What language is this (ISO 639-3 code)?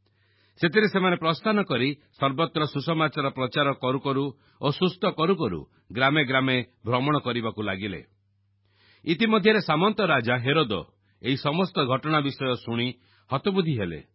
ori